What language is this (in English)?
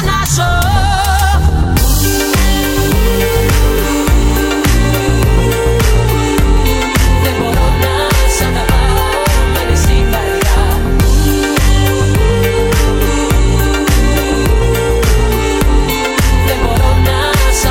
Greek